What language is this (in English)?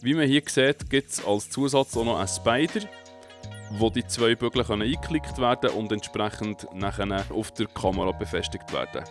Swiss German